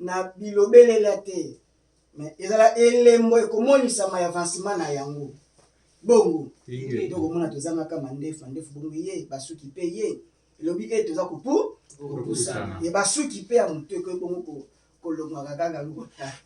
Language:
Lingala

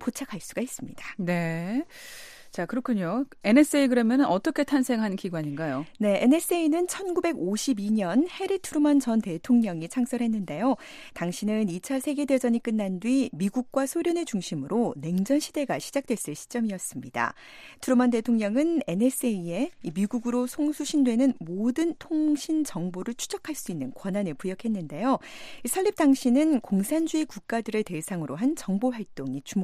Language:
Korean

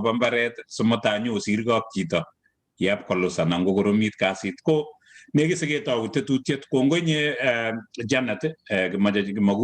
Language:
Kalenjin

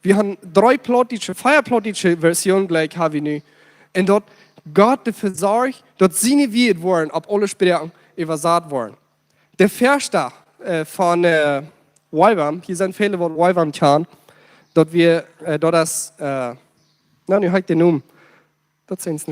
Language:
Plautdietsch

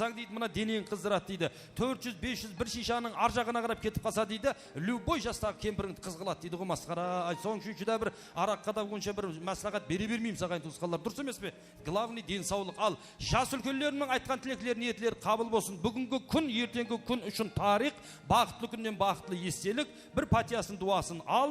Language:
Kara-Kalpak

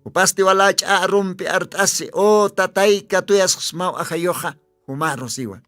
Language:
Aymara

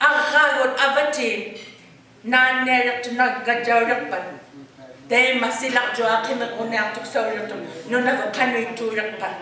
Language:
Inuktitut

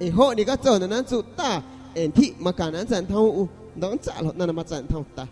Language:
San Pedro Amuzgos Amuzgo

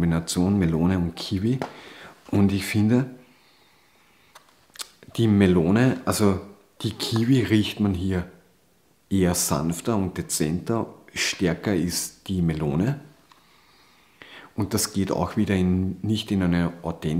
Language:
German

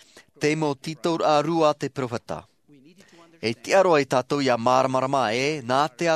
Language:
Tahitian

